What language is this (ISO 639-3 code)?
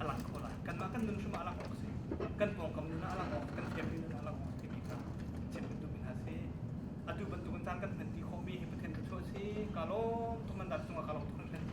cnh